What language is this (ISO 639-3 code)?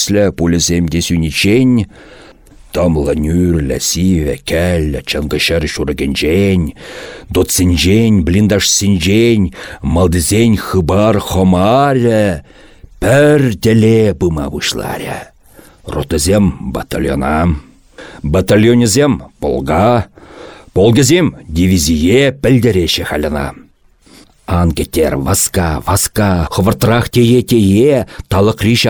chv